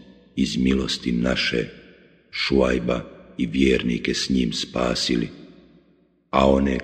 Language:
Bosnian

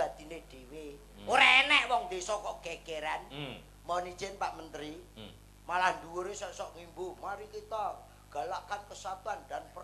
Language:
Javanese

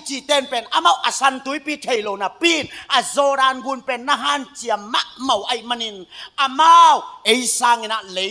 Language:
Tedim Chin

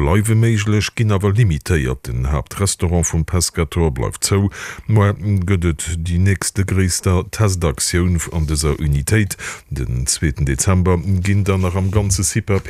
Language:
Luxembourgish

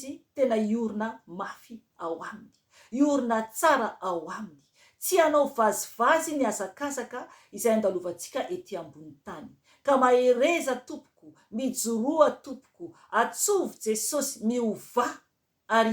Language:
Malagasy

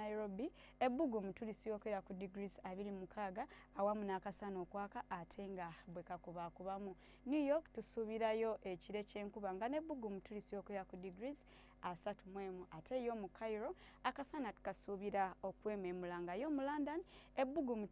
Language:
Ganda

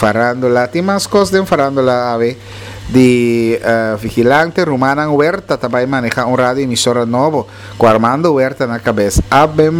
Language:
Papiamento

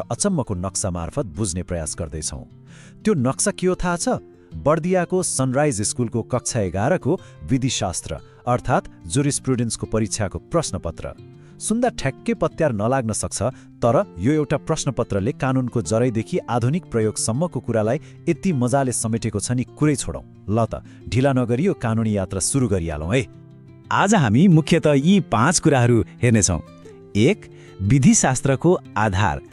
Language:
Nepali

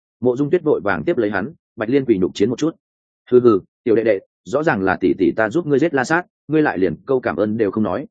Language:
Vietnamese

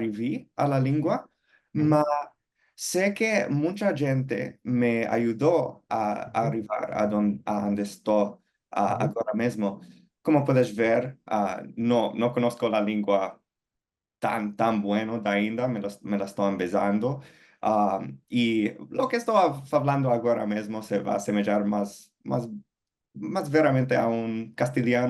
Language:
Ladino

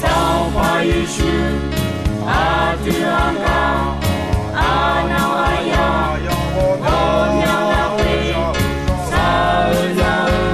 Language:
Akha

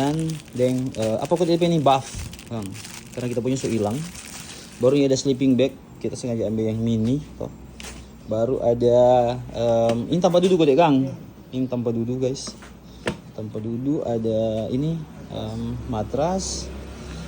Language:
Manado Malay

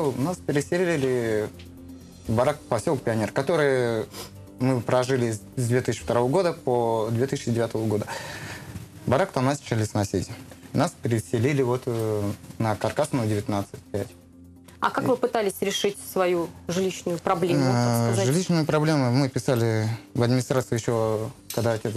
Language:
Russian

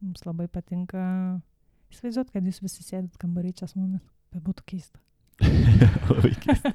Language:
Lithuanian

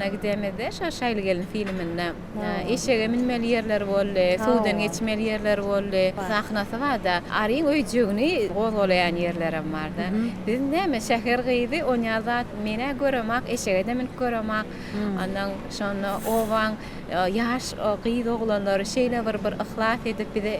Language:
Turkmen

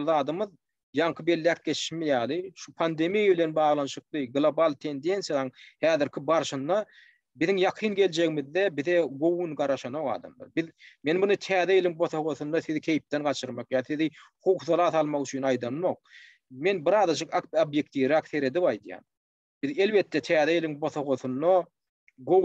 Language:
Turkmen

